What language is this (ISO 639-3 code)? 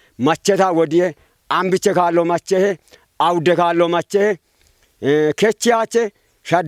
kbr